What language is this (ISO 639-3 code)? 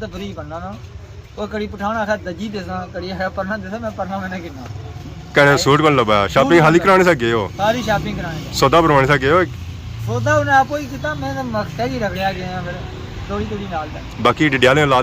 phr